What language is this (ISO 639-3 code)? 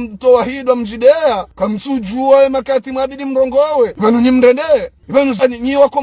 zdj